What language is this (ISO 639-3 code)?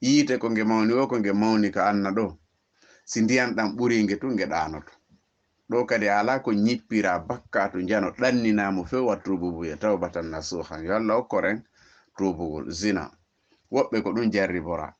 ful